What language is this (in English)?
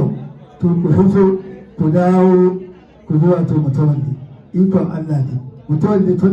Hausa